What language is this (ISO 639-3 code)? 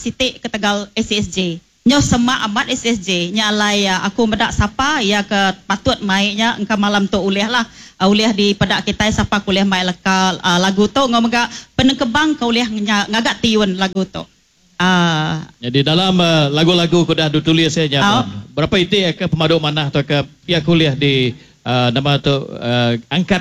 iba